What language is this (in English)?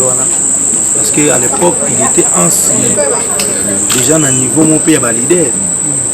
Lingala